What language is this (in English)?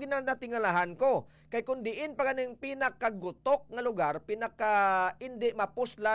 Hiligaynon